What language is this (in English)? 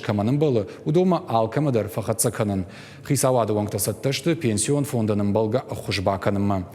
Ossetic